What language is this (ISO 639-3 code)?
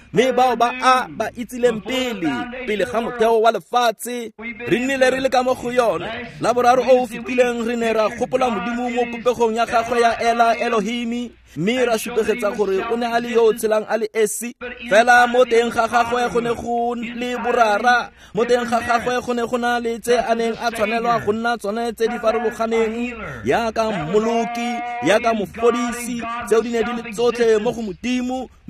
tsn